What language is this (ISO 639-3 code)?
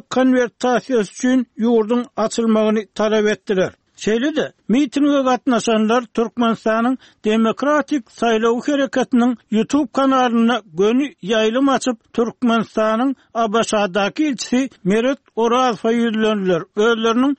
tuk